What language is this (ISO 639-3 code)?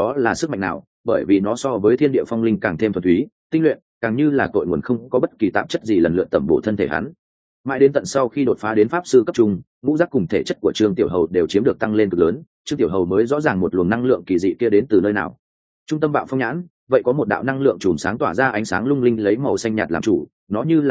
vie